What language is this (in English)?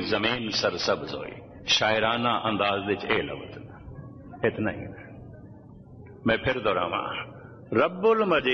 Punjabi